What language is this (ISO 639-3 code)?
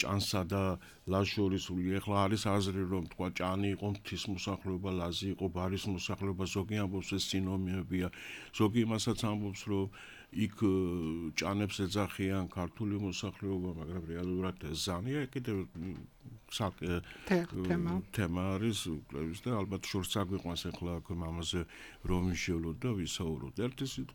kat